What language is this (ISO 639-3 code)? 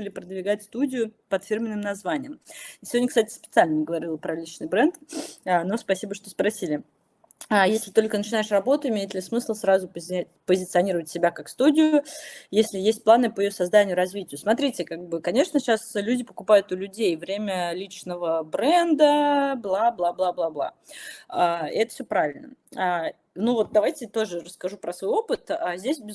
rus